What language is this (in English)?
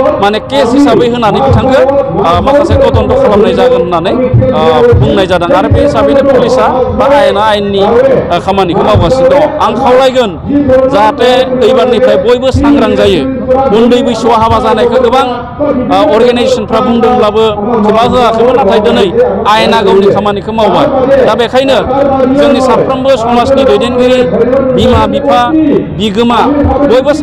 Bodo